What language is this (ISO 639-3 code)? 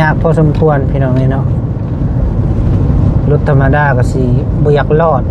lao